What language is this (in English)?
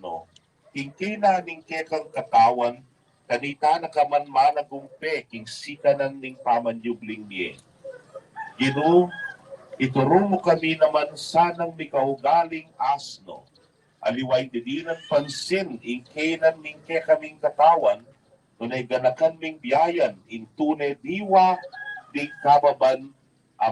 Pampanga